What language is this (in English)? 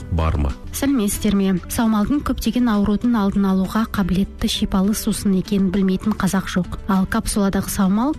Kazakh